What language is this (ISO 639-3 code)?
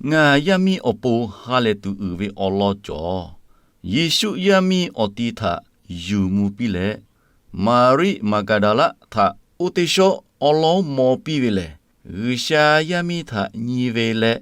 lhu